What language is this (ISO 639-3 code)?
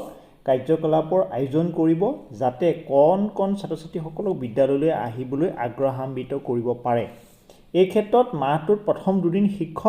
asm